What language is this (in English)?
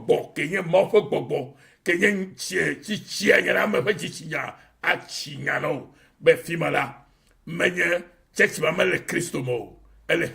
Ewe